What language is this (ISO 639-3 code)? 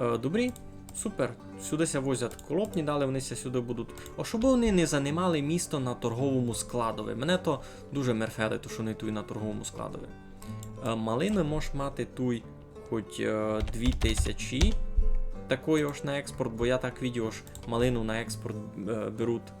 rue